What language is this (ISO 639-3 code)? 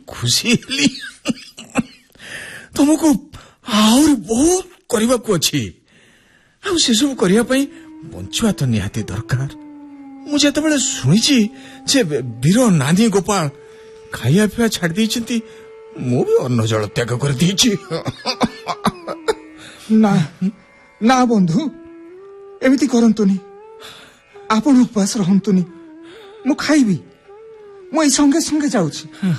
ori